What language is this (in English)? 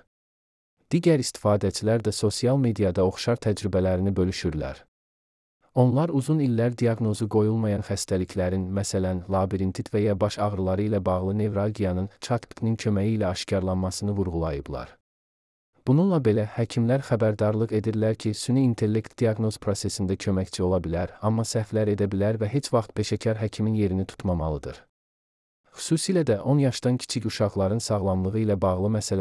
Azerbaijani